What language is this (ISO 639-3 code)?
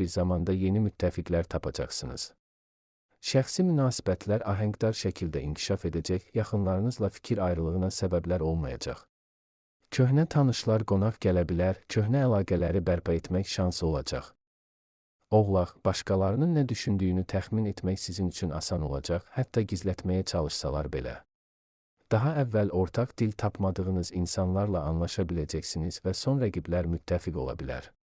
aze